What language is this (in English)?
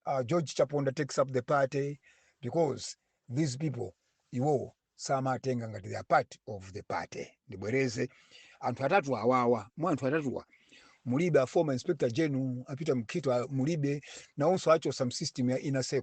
Nyanja